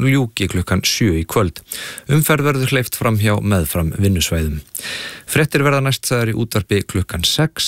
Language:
Icelandic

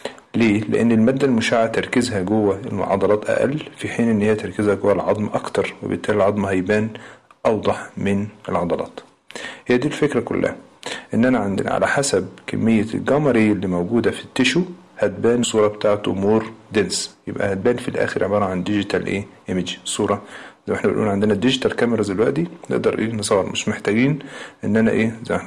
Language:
Egyptian Arabic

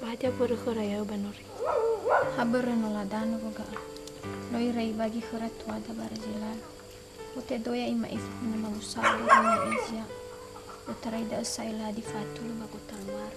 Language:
Nias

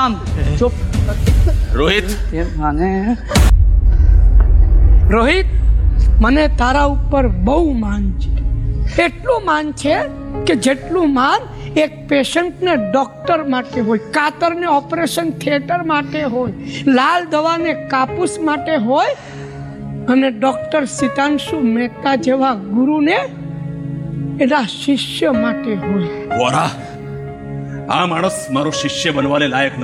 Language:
Gujarati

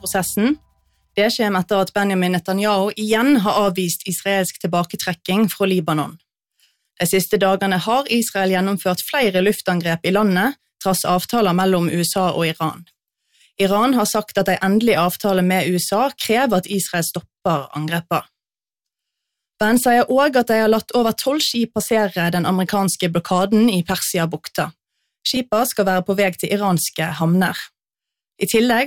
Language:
Norwegian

